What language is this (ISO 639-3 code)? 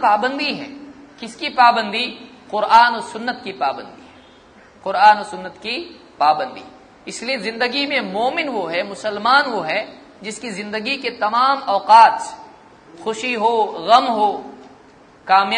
urd